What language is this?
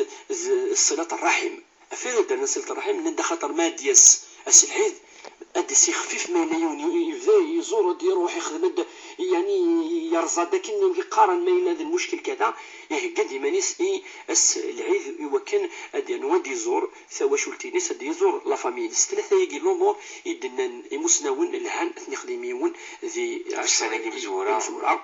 Kabyle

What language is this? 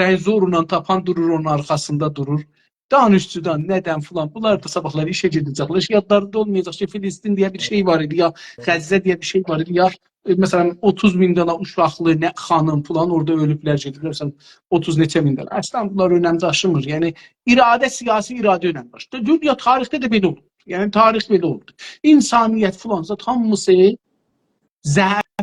South Azerbaijani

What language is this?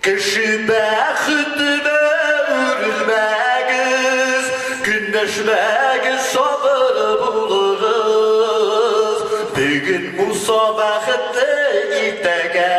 Bashkir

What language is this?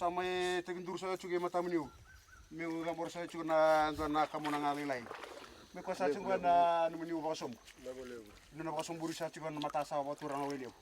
Fijian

